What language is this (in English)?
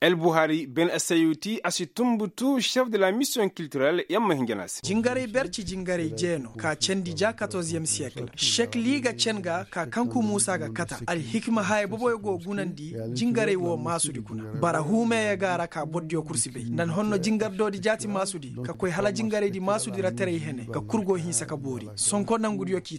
Koyraboro Senni